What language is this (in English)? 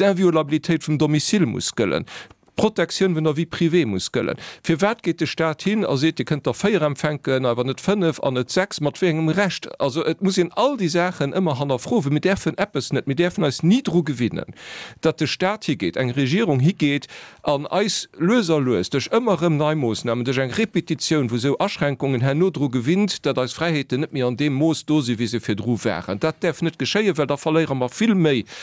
Luxembourgish